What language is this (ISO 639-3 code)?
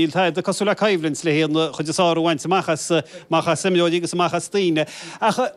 gle